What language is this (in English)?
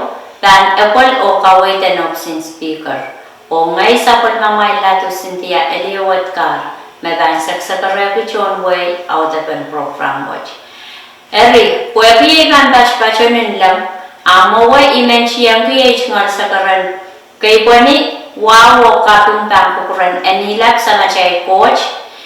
Pohnpeian